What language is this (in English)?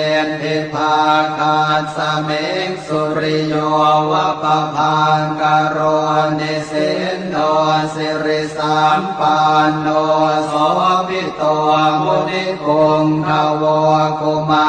Pali